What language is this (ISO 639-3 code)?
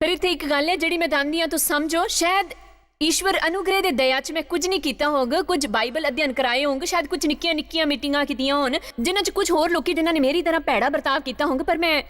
doi